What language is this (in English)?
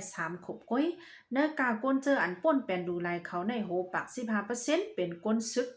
Shan